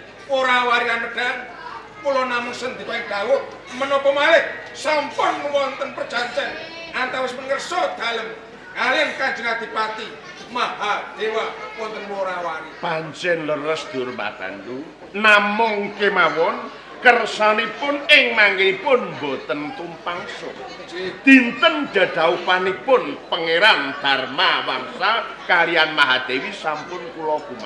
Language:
Javanese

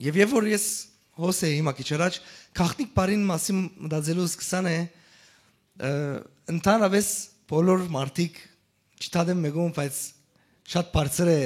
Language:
Western Armenian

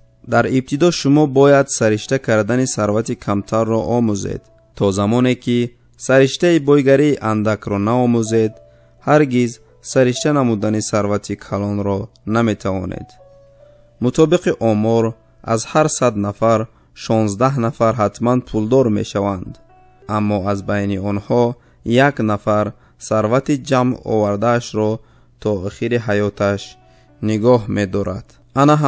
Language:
Tajik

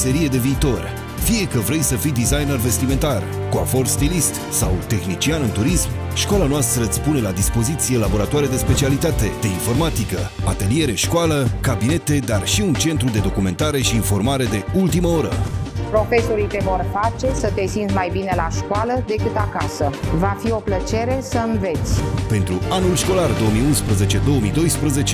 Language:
Romanian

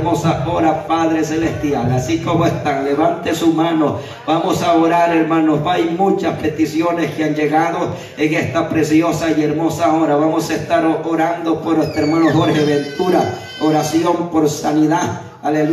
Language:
Spanish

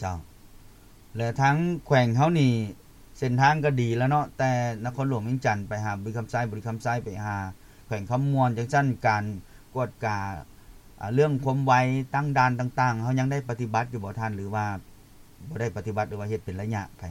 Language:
Lao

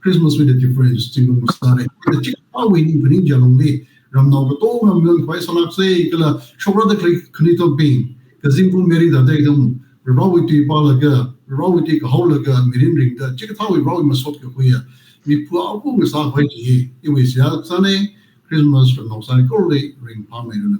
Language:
Tangkhul Naga (India)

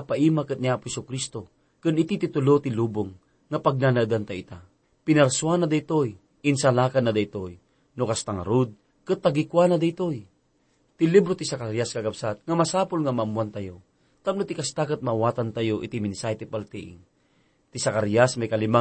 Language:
Iloko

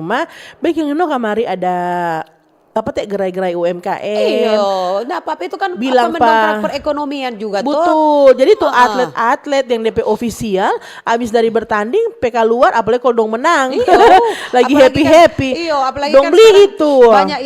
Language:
Manado Malay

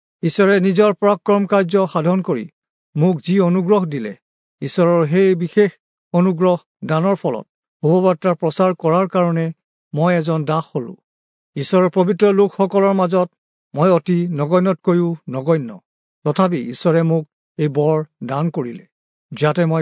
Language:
Assamese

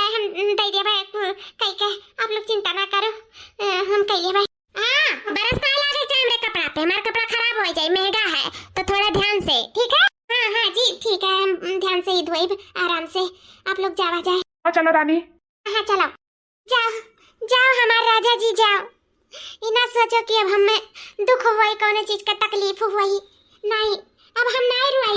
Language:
Awadhi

